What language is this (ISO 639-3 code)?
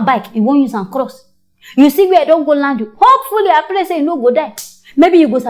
pcm